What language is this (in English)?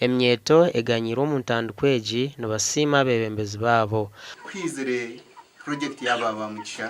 Nyankole